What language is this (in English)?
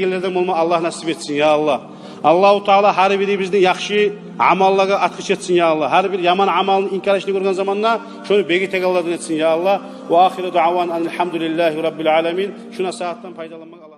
Kumyk